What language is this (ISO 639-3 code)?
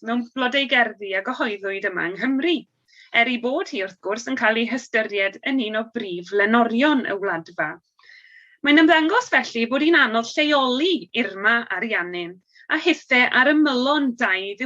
cym